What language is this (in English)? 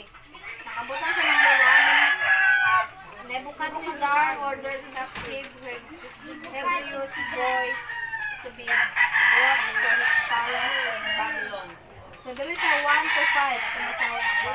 Cebuano